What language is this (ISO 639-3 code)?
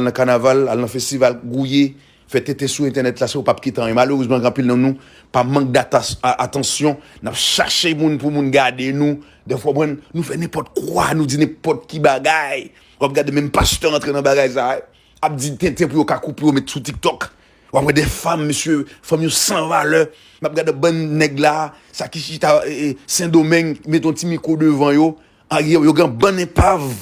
hat